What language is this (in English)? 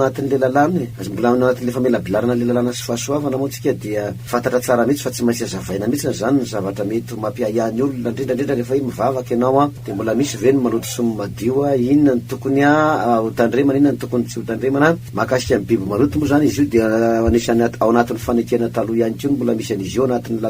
Malagasy